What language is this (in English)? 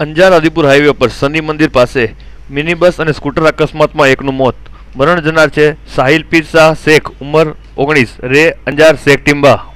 Gujarati